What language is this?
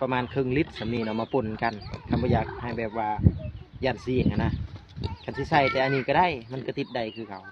Lao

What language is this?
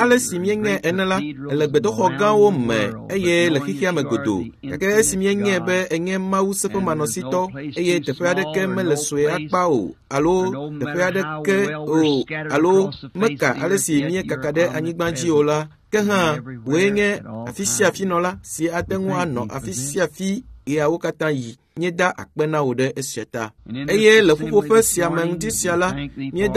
Ewe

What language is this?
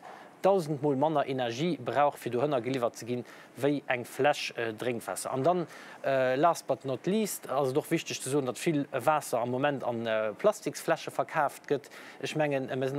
Luxembourgish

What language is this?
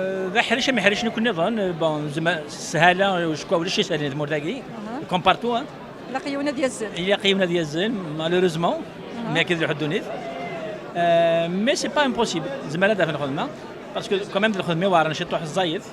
Kabyle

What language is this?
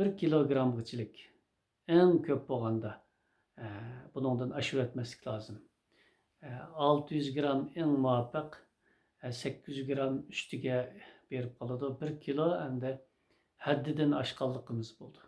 Uyghur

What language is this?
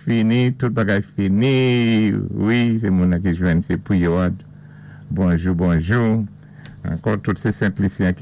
Saint Lucian Creole French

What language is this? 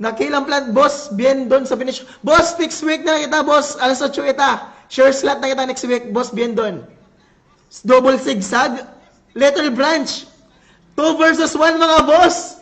Waray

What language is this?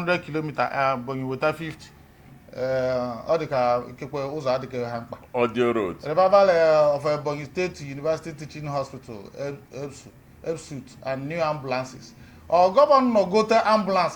Igbo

